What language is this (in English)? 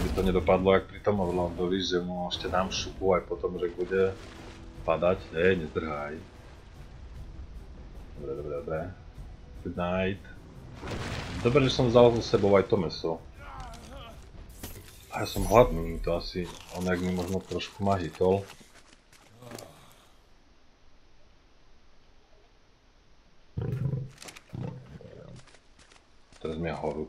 Slovak